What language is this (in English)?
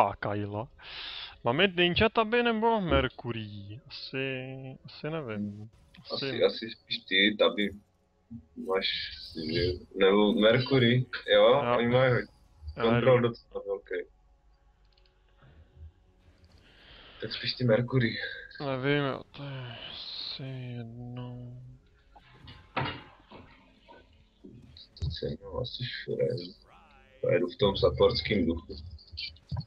Czech